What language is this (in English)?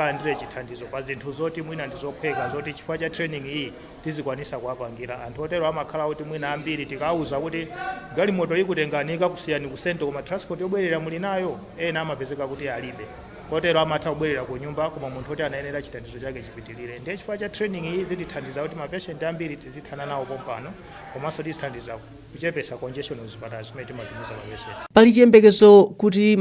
Nyanja